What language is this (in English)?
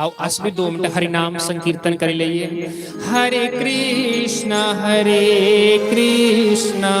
Dogri